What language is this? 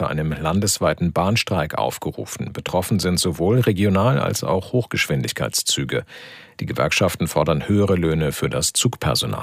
German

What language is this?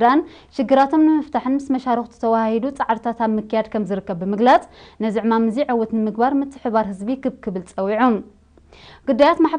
Tigrinya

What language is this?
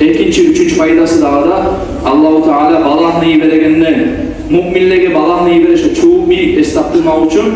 Kumyk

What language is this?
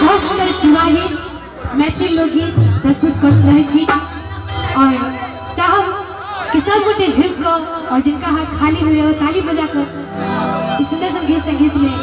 Maithili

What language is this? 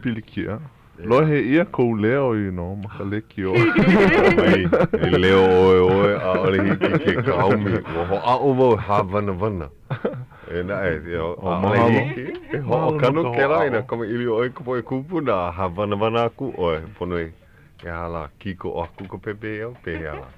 Hawaiian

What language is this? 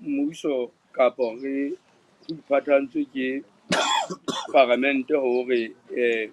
Southern Sotho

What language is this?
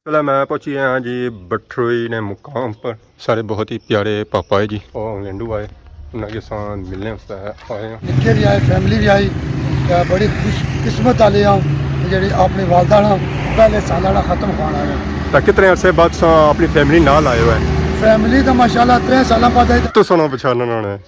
Pahari-Potwari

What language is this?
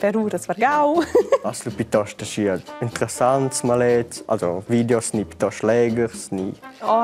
Romansh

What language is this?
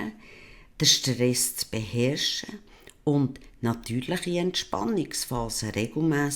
Swiss German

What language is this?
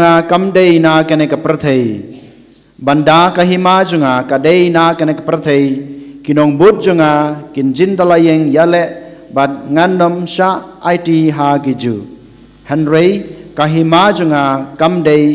Khasi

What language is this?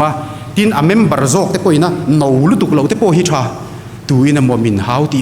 Mizo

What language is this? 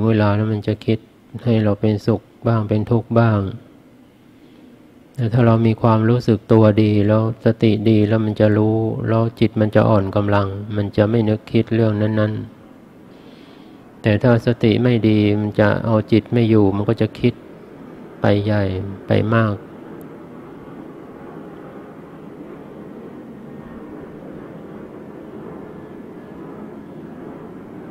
Thai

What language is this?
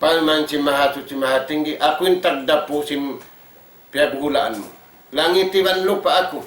Tausug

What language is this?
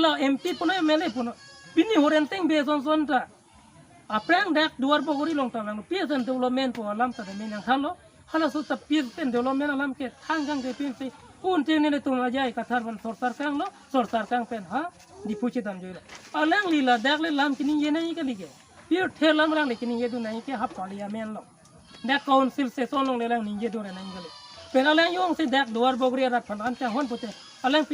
Karbi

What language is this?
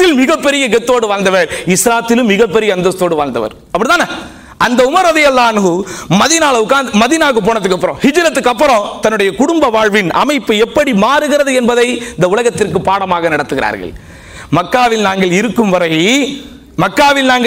Tamil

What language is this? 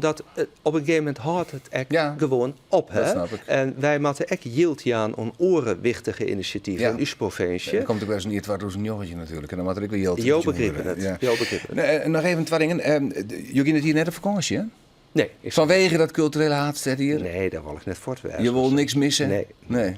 Western Frisian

